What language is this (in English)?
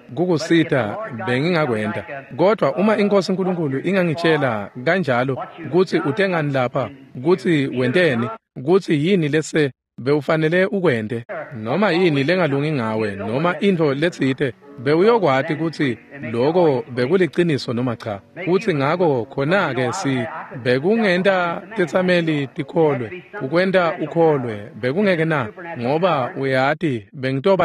Swati